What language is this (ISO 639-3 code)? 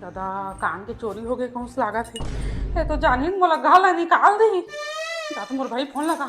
hne